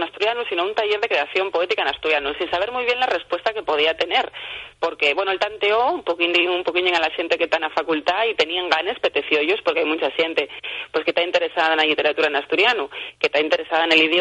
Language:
Asturian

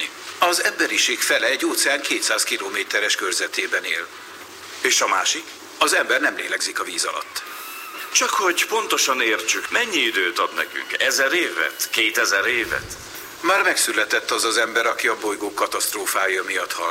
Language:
Hungarian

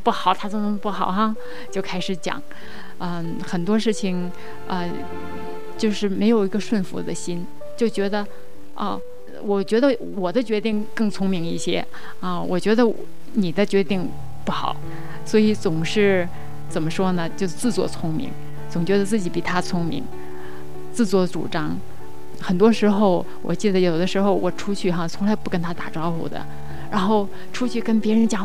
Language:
Chinese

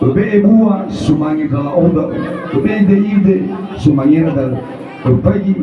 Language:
Nias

